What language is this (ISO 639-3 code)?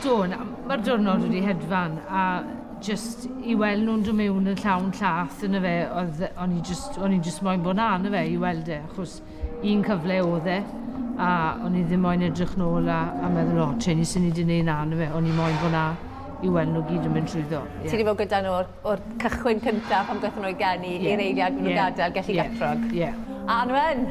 cym